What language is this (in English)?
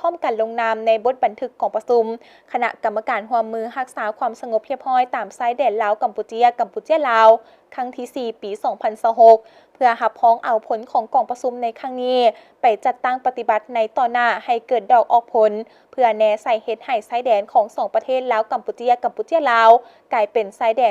Lao